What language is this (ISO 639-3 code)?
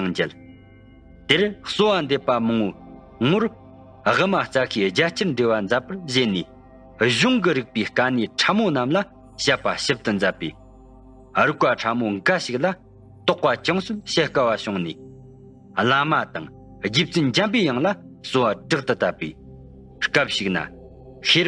bod